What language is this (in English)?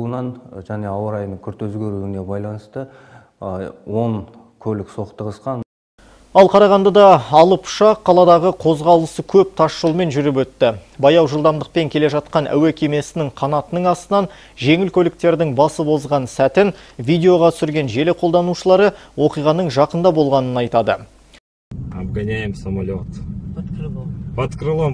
Kazakh